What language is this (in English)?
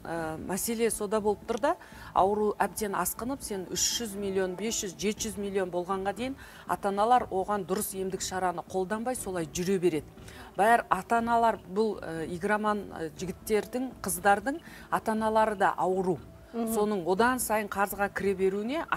Kazakh